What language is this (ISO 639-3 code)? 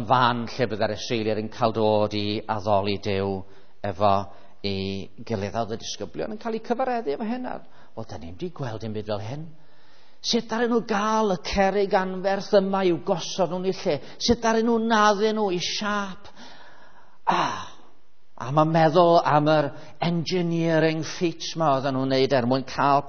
cym